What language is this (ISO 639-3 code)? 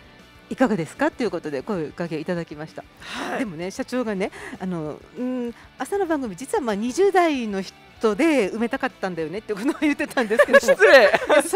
jpn